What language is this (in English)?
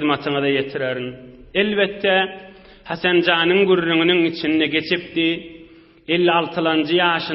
Turkmen